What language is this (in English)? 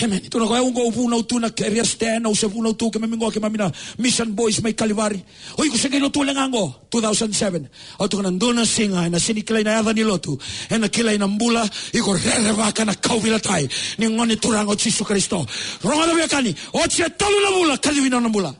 Fijian